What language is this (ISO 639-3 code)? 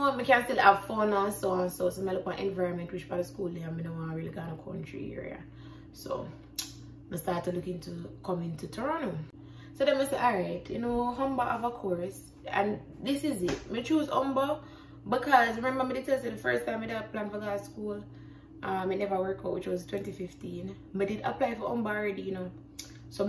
jam